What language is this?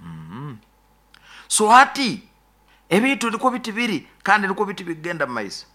Nyoro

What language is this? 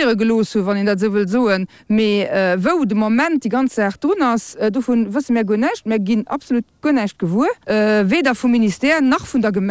Luxembourgish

